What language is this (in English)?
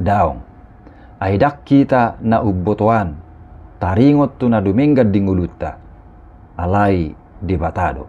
Batak Toba